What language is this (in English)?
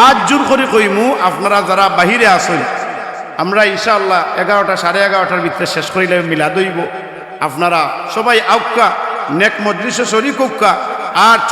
Sylheti